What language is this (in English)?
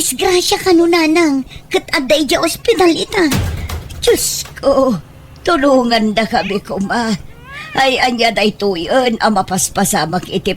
Iloko